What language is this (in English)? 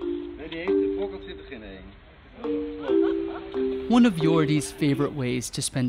Dutch